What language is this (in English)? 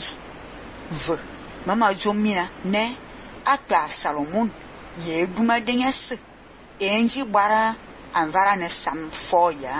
Fang